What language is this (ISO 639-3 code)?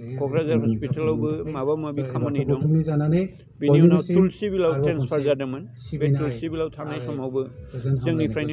brx